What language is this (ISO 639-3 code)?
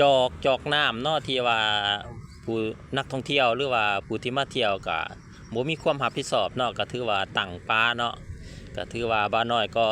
lao